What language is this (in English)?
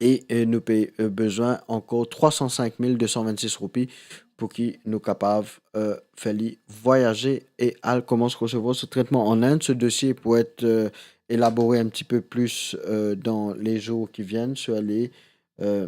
Morisyen